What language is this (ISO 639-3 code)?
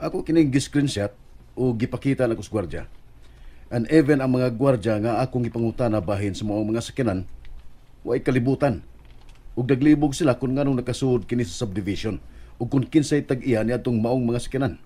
ceb